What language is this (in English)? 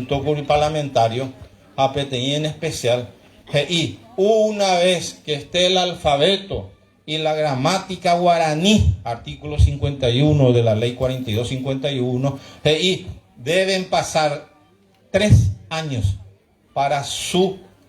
Guarani